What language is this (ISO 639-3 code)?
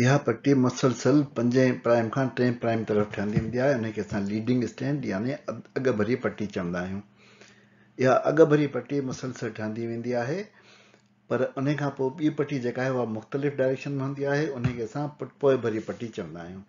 snd